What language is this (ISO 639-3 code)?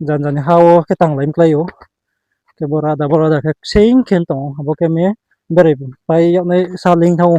ria